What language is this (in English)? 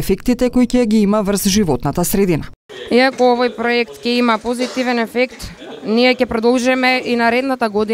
Macedonian